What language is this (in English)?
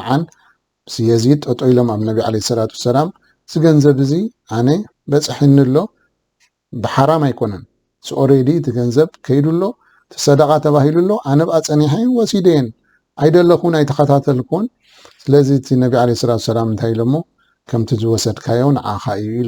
Tigrinya